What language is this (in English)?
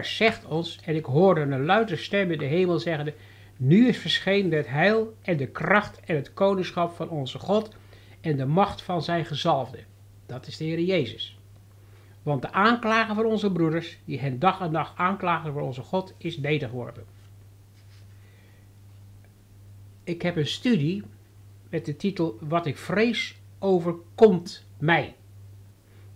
Dutch